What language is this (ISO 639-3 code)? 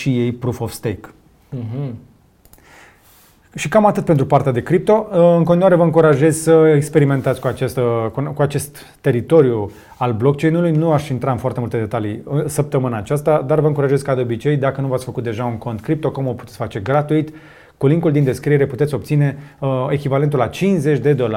ron